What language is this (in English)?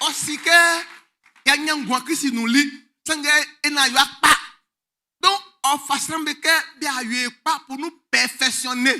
Baoulé